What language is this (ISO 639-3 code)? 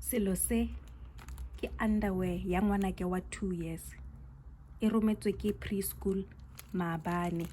tsn